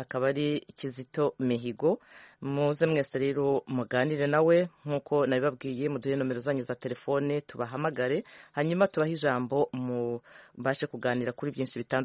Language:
Kinyarwanda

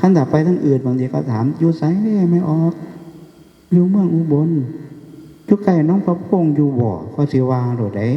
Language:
Northeastern Thai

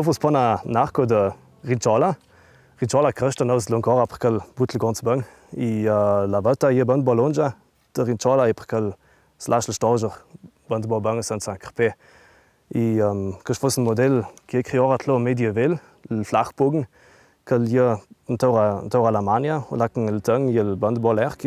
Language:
Ladin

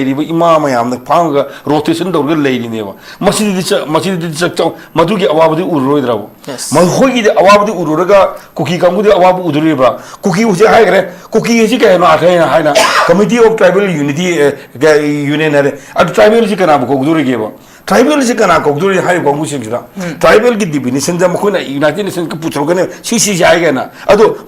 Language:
Manipuri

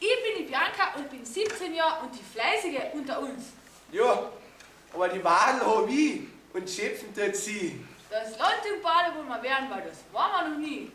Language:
Bavarian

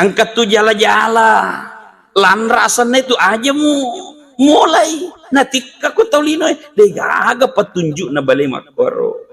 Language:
Buginese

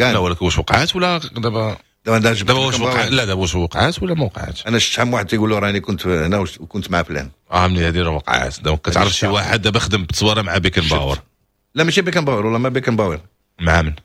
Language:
Moroccan Arabic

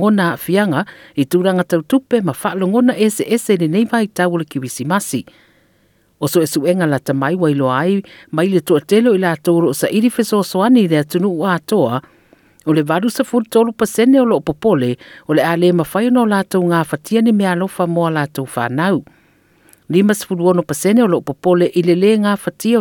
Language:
Samoan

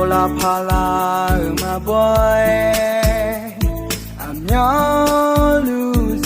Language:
Akha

